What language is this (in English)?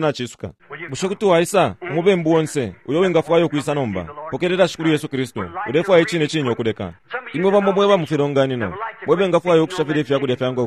Bemba